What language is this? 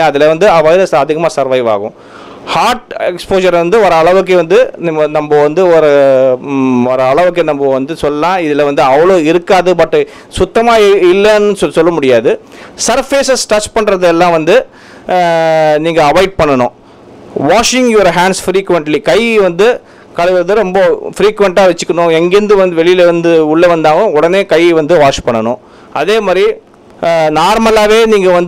Tamil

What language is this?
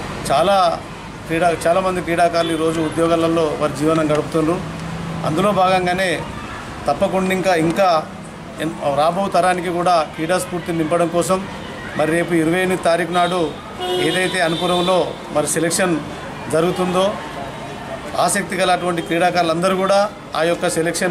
Telugu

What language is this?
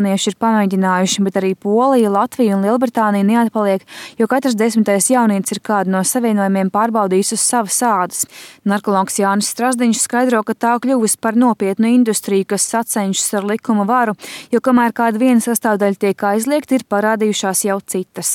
Latvian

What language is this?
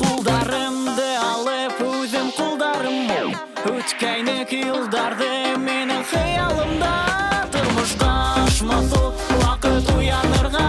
Bashkir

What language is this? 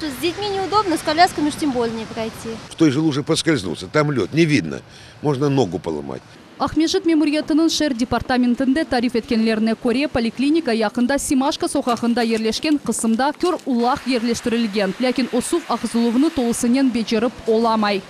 Crimean Tatar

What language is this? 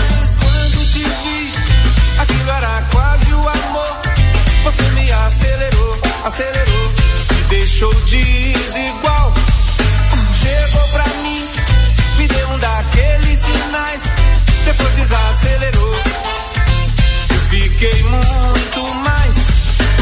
Portuguese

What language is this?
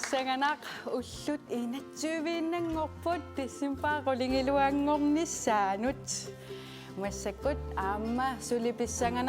Kalaallisut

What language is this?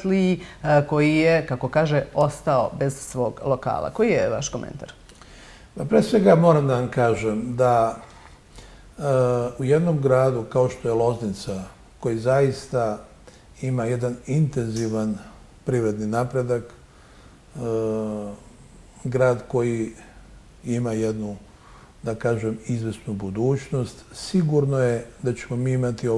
Serbian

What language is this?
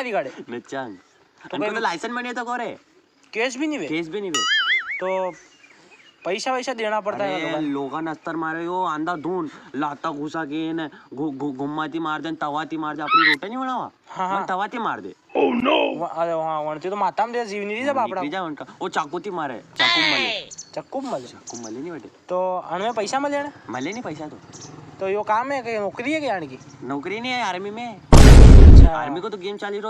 Rajasthani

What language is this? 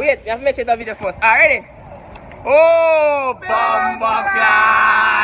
Jamaican Creole English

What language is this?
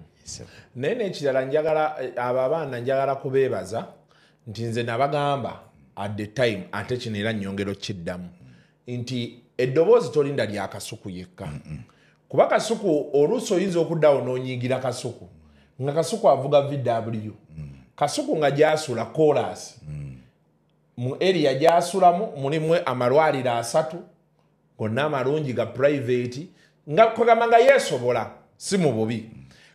Ganda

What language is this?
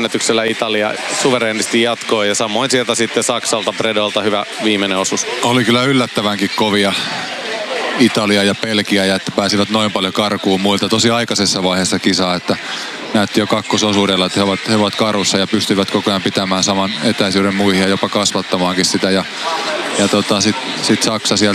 Finnish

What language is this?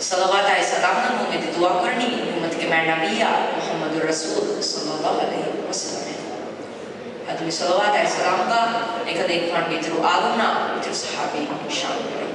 Divehi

